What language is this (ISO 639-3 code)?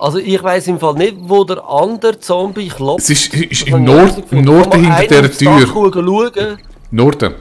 gsw